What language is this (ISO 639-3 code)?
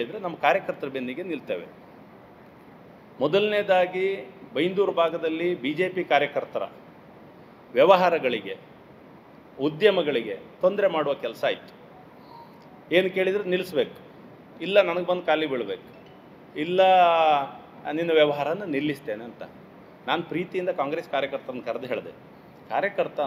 kan